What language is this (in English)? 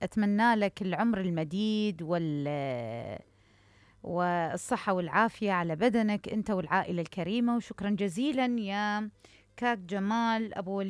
Mesopotamian Arabic